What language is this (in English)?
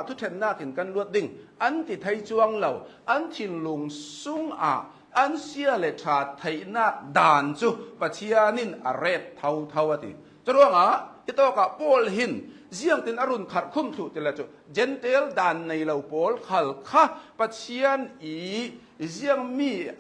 Hakha Chin